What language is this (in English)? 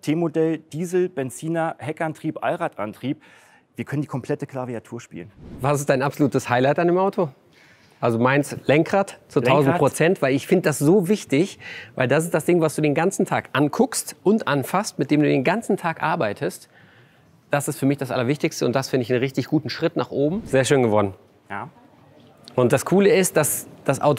German